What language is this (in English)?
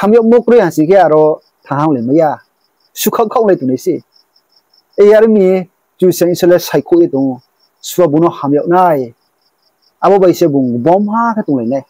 Riang (India)